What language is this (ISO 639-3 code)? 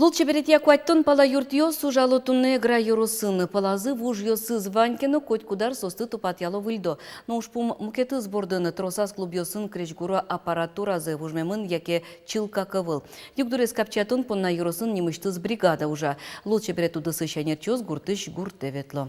udm